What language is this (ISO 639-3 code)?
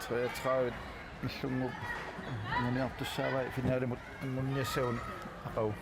kal